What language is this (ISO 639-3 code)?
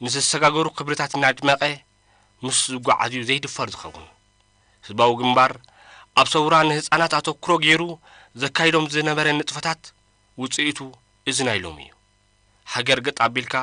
tir